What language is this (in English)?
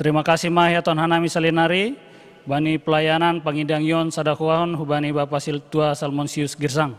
Batak Simalungun